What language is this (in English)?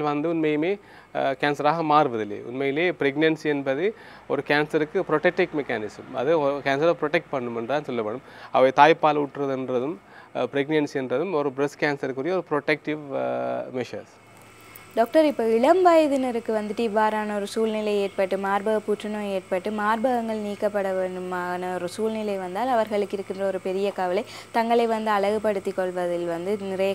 Tamil